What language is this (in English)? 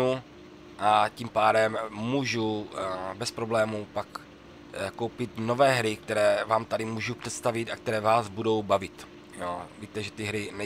Czech